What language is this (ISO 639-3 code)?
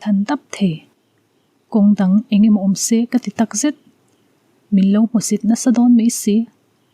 lus